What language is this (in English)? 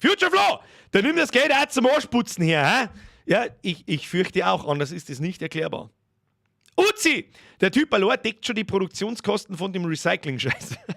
Bavarian